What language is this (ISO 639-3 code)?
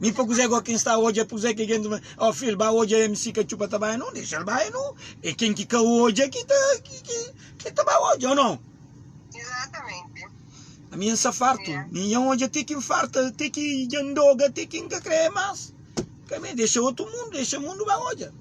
kea